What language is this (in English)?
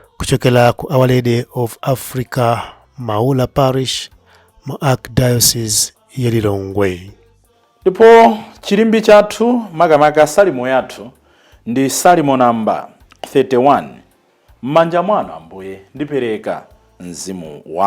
Nyanja